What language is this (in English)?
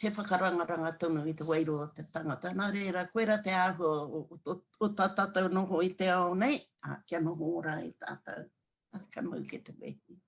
Māori